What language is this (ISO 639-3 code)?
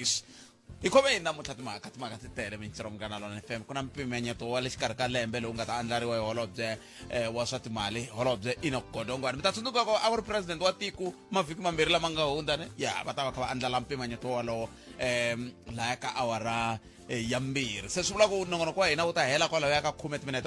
tso